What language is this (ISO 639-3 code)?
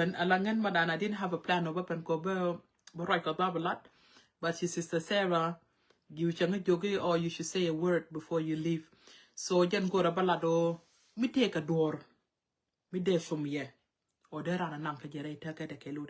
nus